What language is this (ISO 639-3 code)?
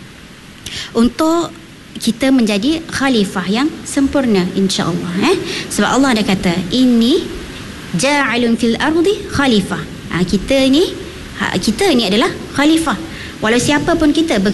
msa